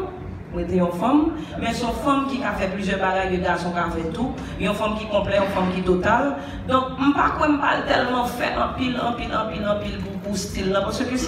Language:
Haitian Creole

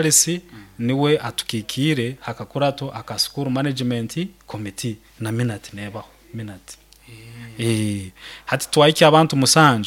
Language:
Nyoro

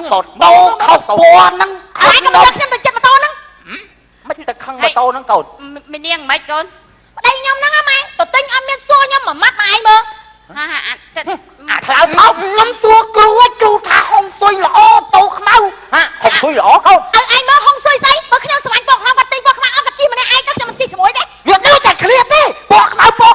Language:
Khmer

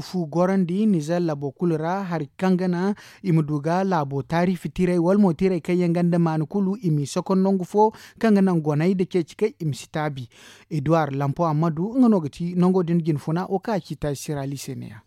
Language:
Zarma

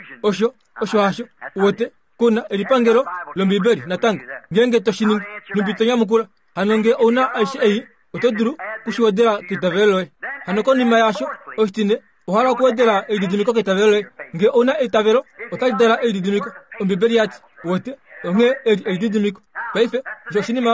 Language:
Kuanyama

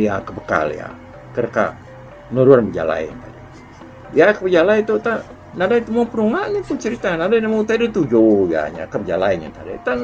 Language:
Iban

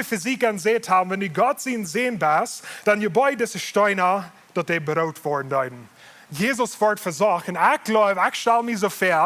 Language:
Plautdietsch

